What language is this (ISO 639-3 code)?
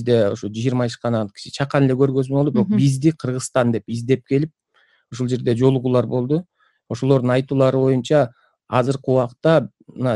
kir